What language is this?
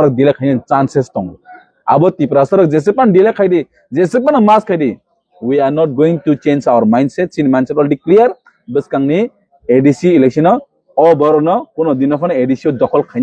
Kok Borok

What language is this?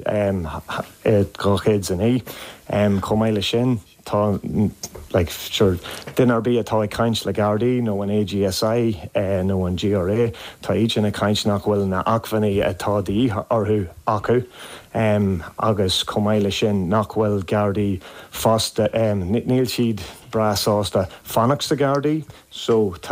Irish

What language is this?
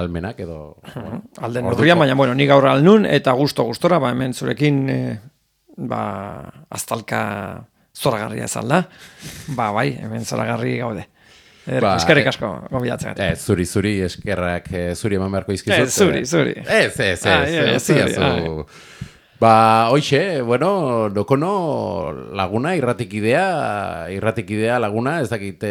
Basque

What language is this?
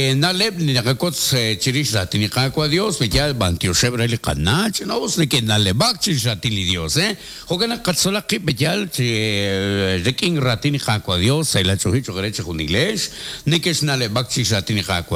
Kekchí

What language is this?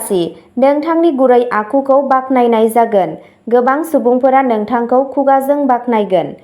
Bodo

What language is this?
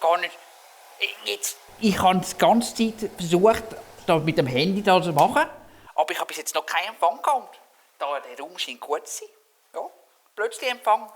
Swiss German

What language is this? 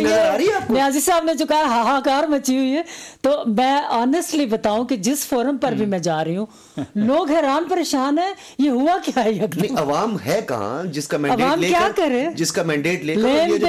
Urdu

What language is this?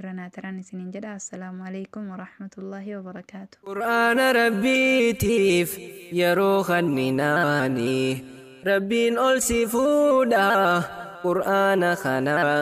Oromo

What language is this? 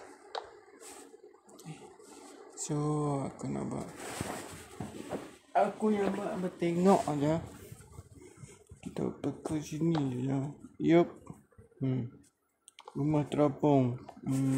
Malay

